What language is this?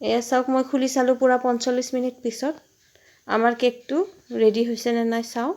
Assamese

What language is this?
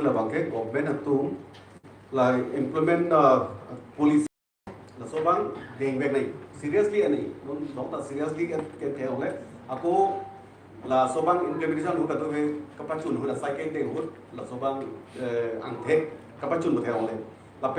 Karbi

